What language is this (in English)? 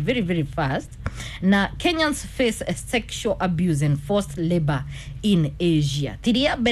Kikuyu